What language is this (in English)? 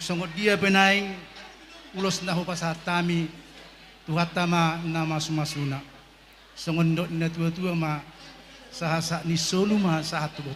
Batak Toba